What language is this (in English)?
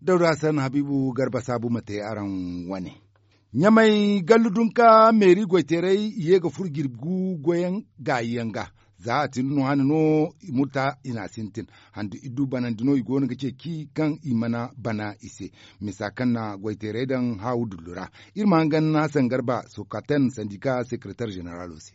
Zarma